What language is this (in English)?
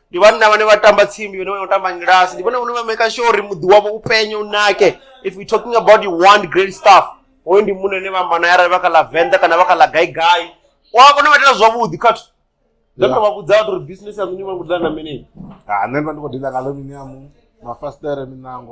Venda